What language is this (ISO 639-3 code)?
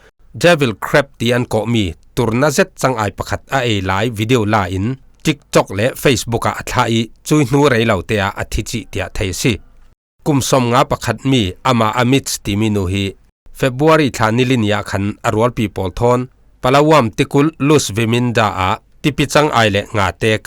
cfm